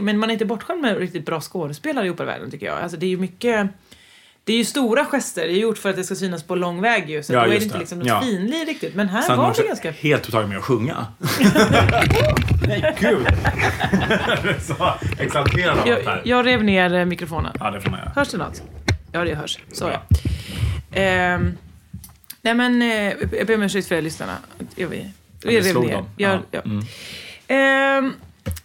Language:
Swedish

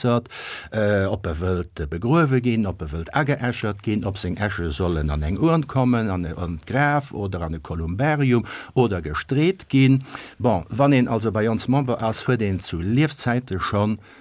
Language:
Luxembourgish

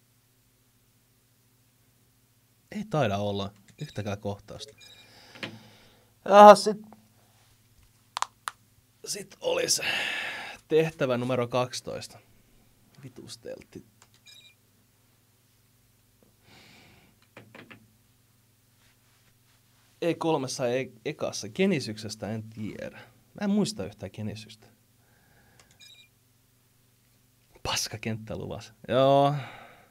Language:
Finnish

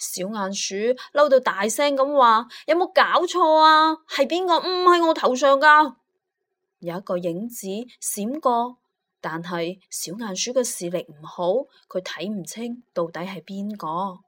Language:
Cantonese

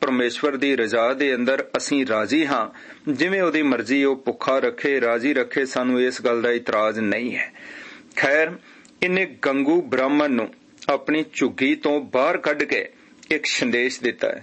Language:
Punjabi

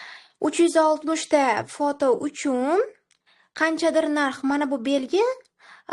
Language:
Uzbek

